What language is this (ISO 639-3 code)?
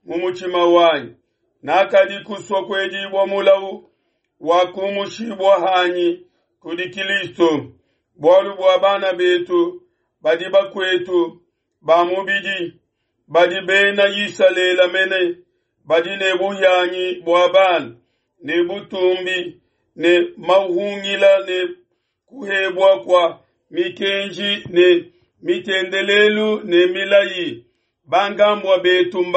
lua